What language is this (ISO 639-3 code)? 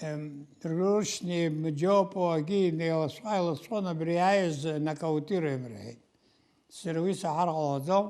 abk